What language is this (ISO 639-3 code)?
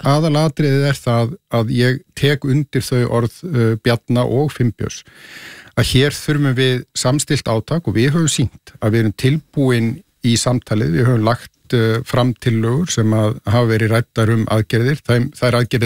isl